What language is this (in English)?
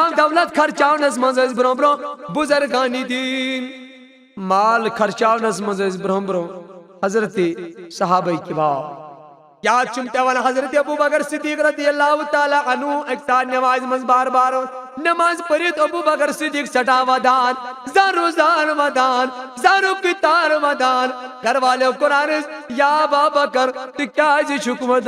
Kashmiri